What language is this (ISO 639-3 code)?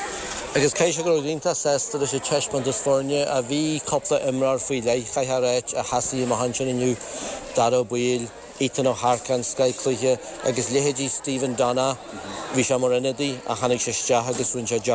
gle